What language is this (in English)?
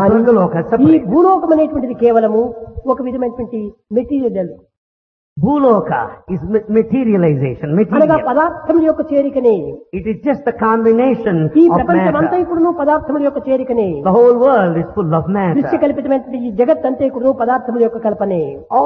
Telugu